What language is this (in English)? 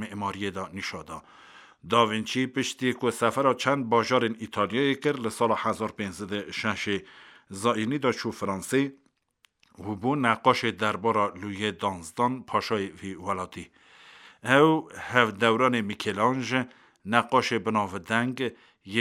Kurdish